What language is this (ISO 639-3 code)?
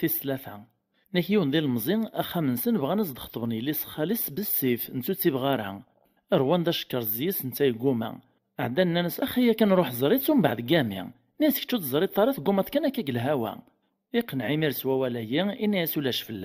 kab